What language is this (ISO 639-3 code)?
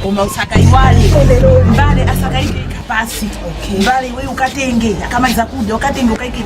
nya